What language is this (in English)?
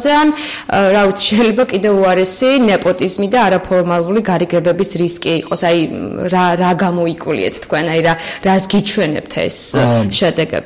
Georgian